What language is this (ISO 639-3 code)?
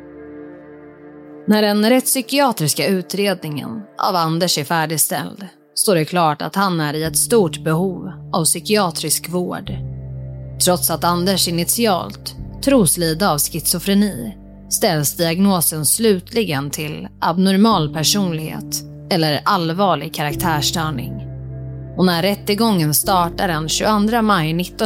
swe